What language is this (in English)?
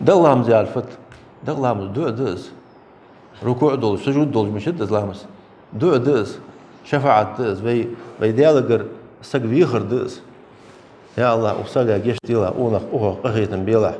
Ingush